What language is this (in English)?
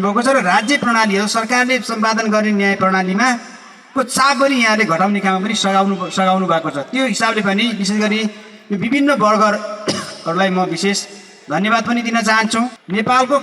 Nepali